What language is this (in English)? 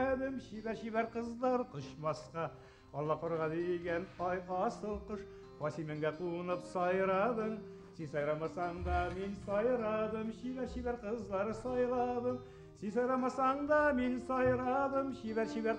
Bashkir